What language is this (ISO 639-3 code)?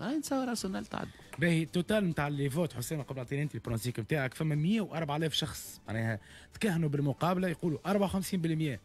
aeb